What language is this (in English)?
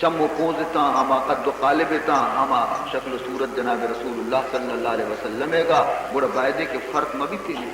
Baluchi